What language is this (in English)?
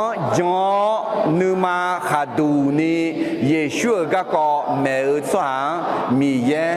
Akha